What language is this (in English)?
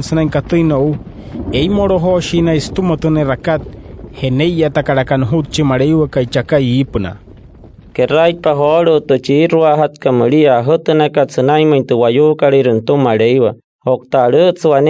Wayuu